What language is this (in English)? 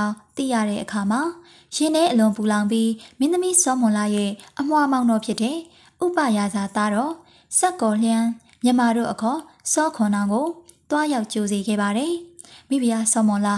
Burmese